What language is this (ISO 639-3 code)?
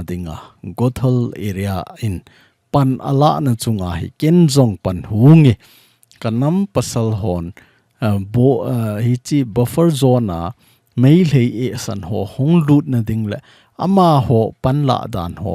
tcz